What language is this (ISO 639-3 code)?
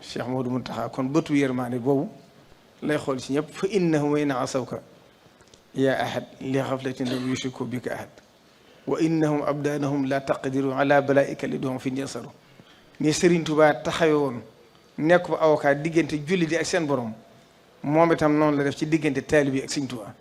wol